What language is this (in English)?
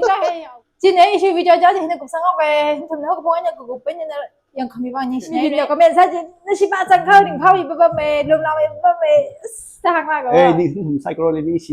Tangkhul Naga (India)